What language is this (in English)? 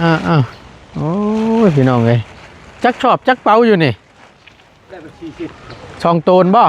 Northeastern Thai